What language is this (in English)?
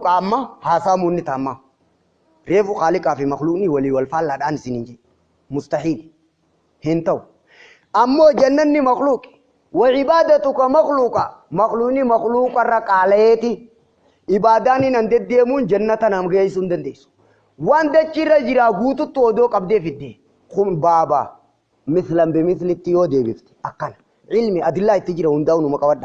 Oromo